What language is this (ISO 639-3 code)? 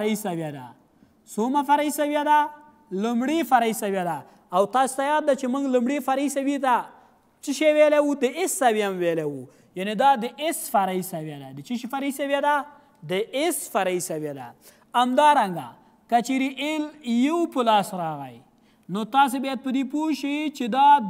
pus